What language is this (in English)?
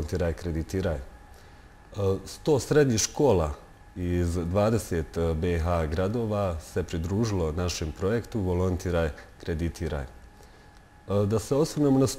Bosnian